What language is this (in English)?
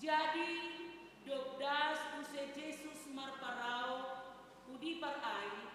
Batak Simalungun